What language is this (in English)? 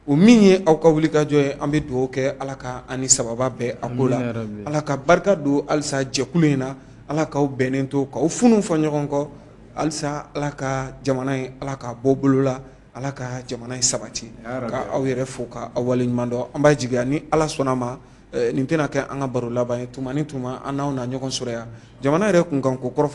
Bambara